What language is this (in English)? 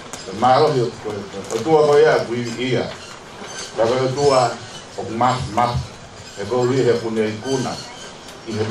Tongan